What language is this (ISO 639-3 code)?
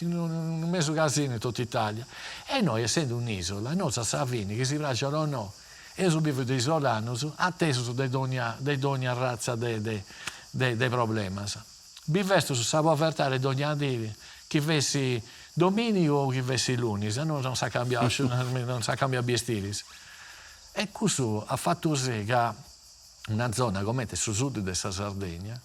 srd